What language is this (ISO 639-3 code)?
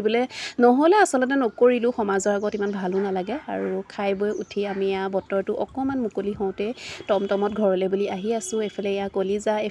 asm